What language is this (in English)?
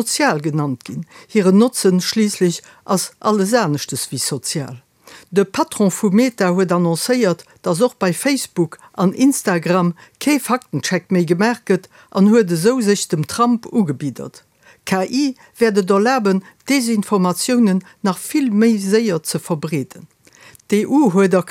Luxembourgish